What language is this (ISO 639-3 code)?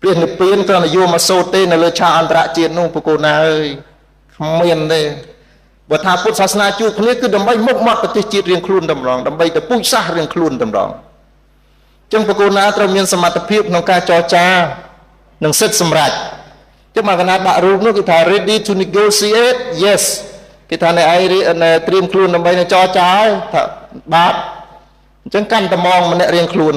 khm